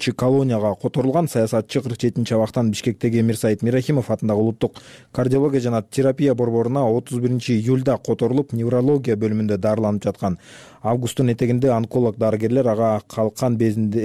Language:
Kyrgyz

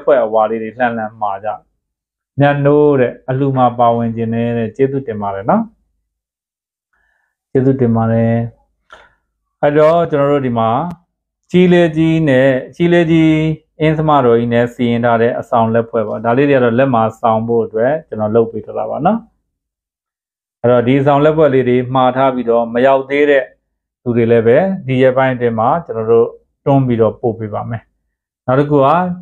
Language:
Burmese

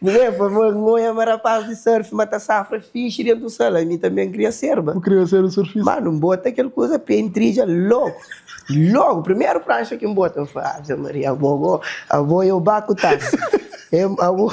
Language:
Kabuverdianu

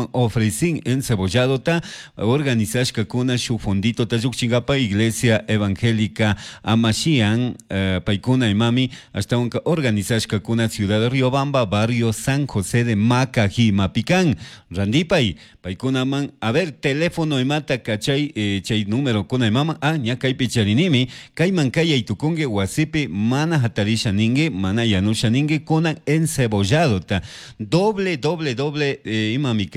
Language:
Chimborazo Highland Quichua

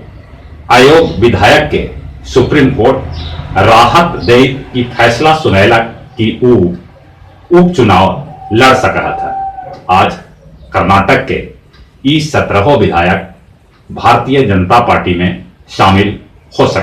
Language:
Magahi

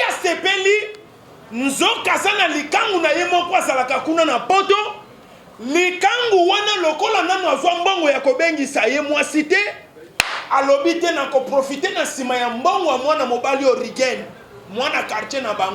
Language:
Lingala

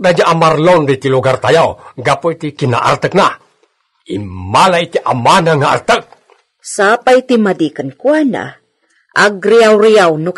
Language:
Iloko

